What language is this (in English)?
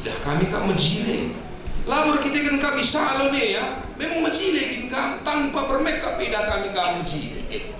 Batak Karo